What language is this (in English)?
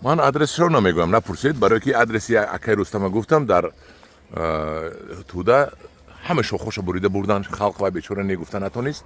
Tajik